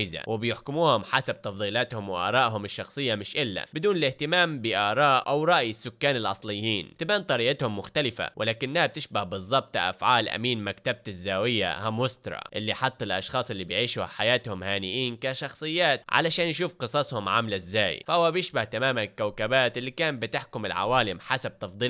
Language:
Egyptian Arabic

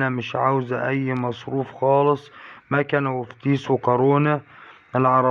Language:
Egyptian Arabic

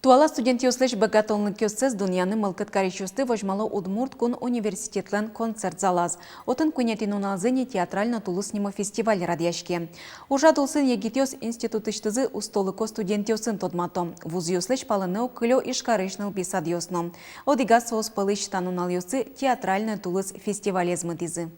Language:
Udmurt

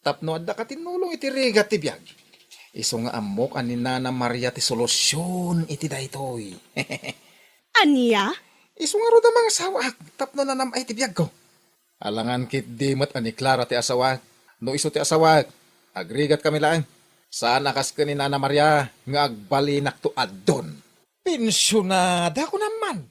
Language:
Iloko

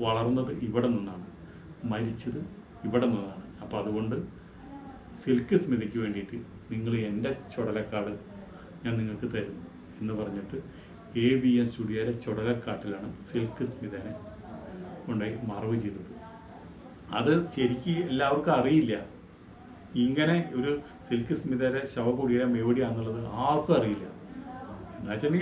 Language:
Malayalam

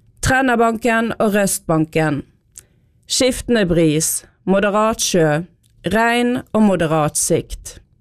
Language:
Norwegian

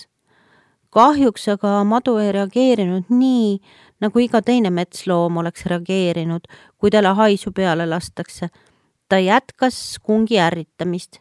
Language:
Estonian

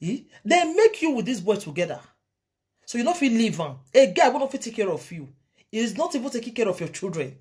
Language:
Nigerian Pidgin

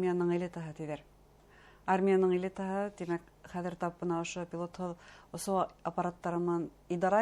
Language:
Bashkir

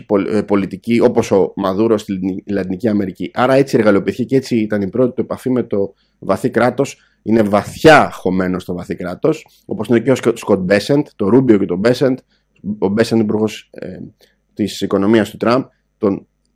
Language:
Greek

